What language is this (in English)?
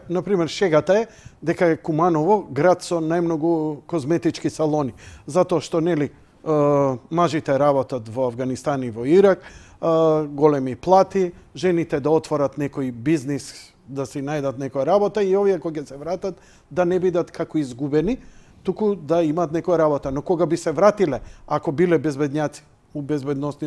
Macedonian